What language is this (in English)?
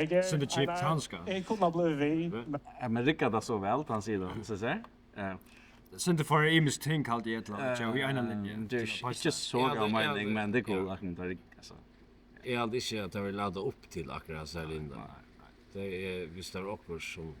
Faroese